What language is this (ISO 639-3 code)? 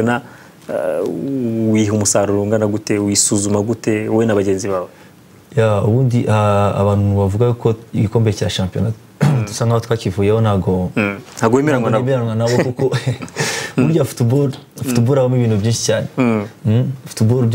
kin